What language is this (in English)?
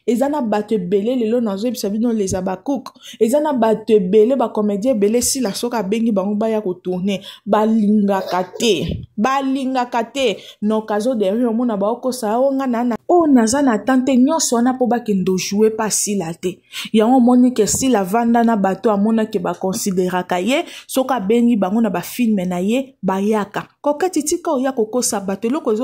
Lingala